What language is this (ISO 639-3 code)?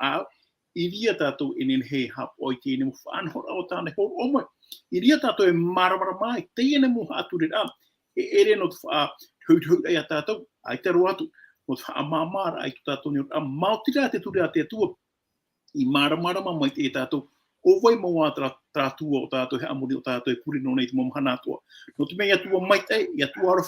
tah